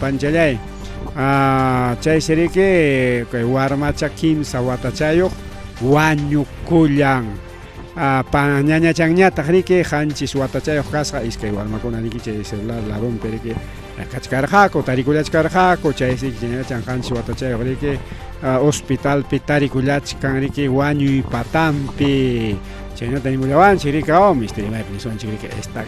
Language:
Ayacucho Quechua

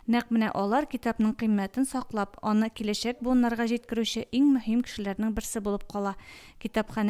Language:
Tatar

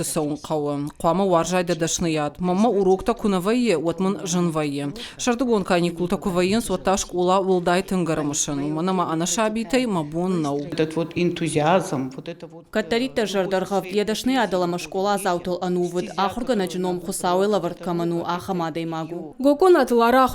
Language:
Ossetic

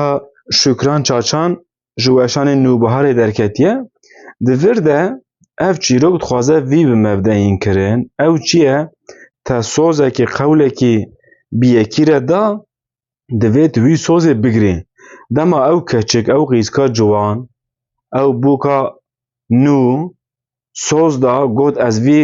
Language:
Kurdish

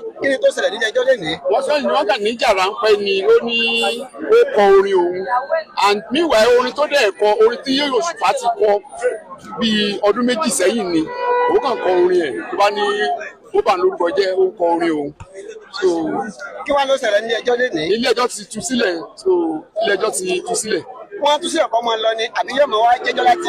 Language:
Yoruba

